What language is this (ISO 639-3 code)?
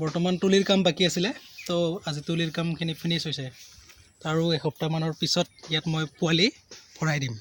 asm